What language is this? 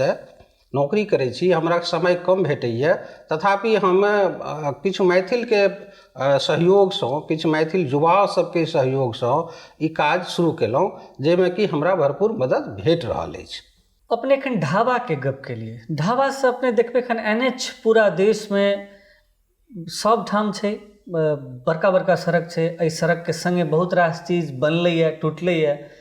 Maithili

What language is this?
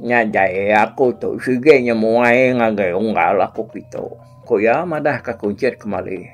Iban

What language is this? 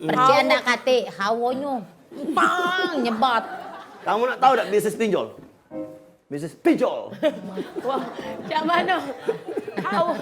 Musi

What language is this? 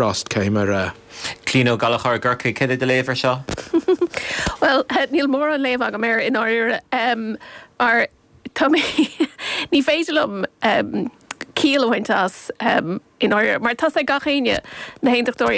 Irish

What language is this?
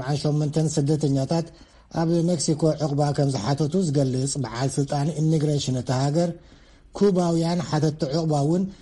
Tigrinya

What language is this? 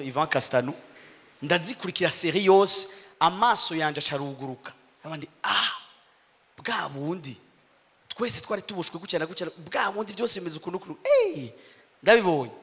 Rundi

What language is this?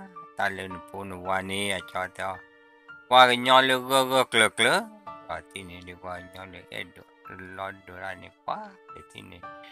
S'gaw Karen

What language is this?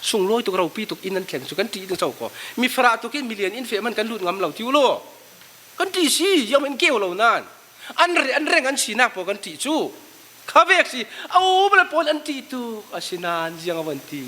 Falam Chin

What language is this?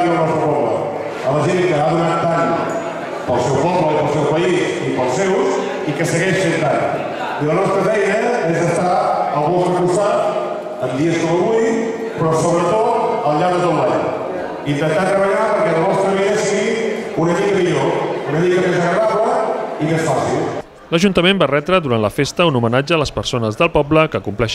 Catalan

